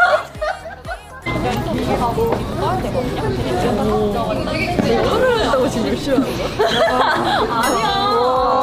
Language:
Korean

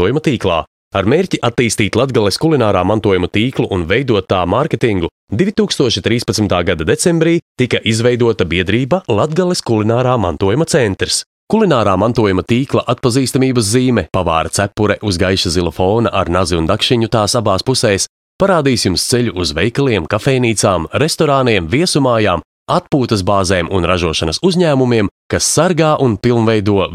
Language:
Latvian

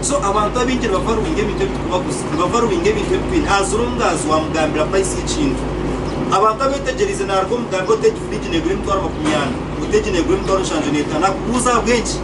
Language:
Nyankole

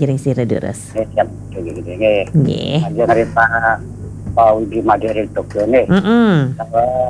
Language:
Balinese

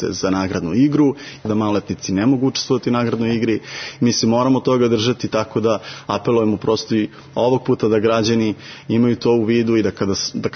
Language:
Serbian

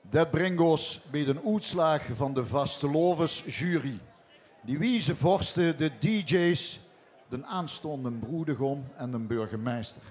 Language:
Limburgish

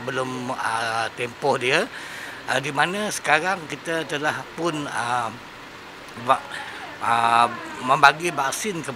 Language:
Malay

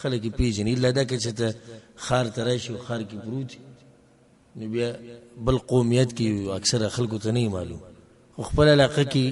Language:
Pashto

